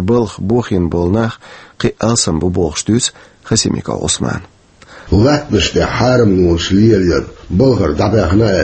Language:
Chechen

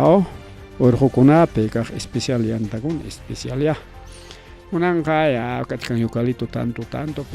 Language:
Ayacucho Quechua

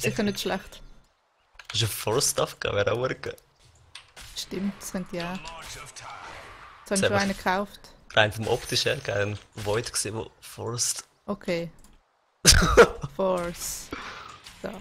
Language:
Swiss German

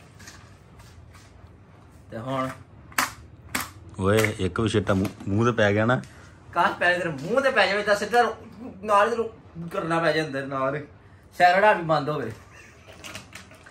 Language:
Punjabi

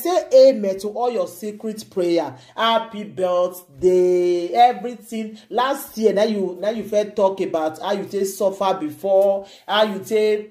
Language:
Nigerian Pidgin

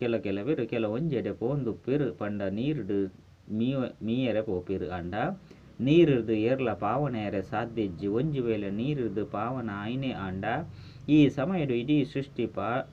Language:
Tulu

